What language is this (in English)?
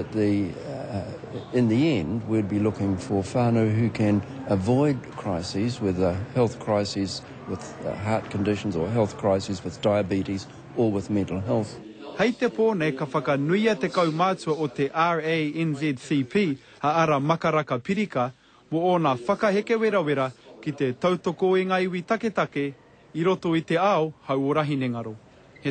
Māori